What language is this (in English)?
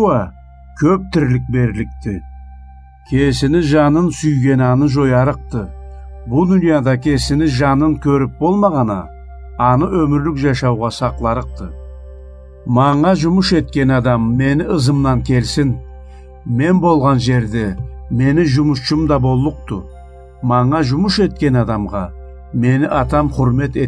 Karachay-Balkar